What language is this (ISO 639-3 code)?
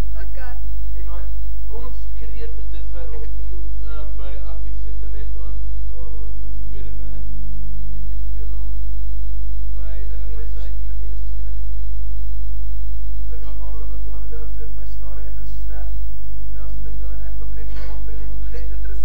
afr